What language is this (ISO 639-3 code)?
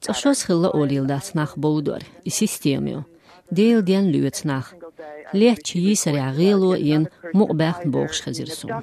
che